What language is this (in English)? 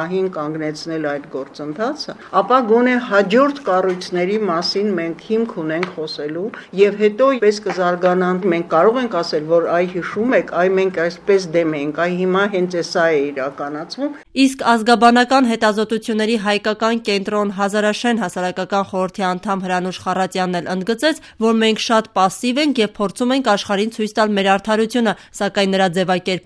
Armenian